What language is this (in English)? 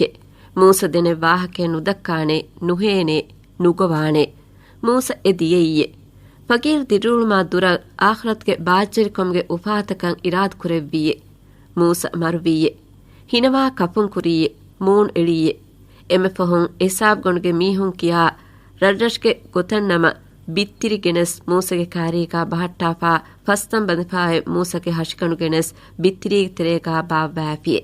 Divehi